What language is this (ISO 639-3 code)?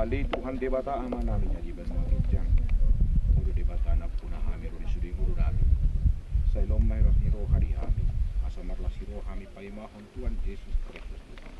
bbc